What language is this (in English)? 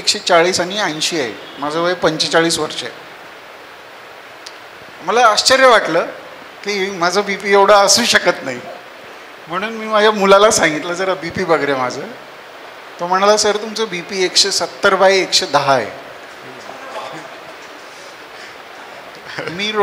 Marathi